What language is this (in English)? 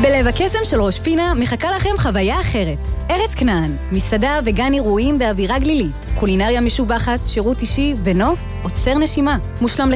Hebrew